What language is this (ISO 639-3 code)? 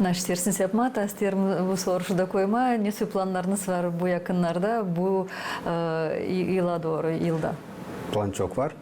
gag